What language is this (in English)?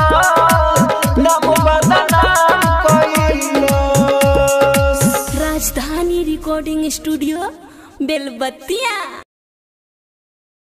Bhojpuri